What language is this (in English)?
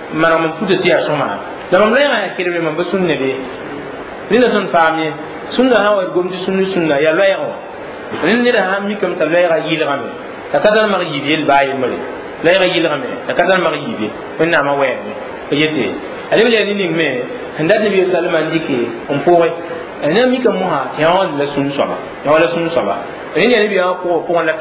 Mossi